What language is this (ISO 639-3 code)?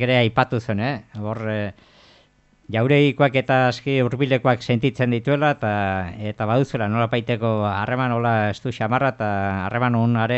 eus